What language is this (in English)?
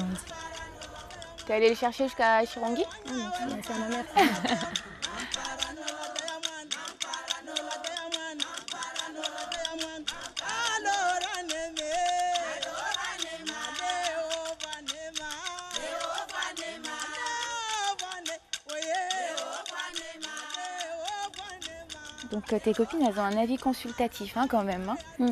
French